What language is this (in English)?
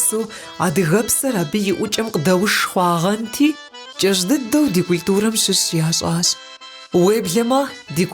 Kabardian